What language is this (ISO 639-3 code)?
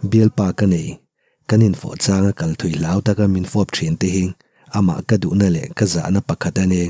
lus